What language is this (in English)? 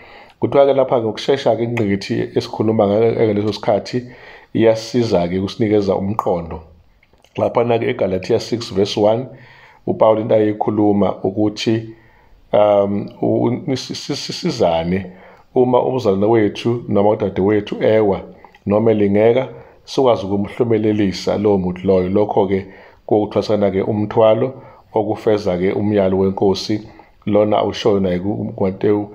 Zulu